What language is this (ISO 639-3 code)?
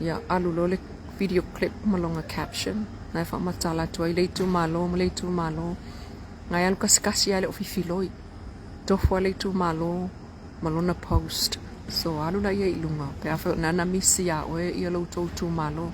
smo